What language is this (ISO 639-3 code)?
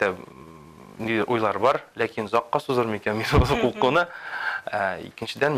tat